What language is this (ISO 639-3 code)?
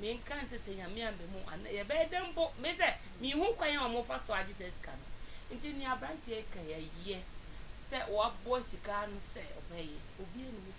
aka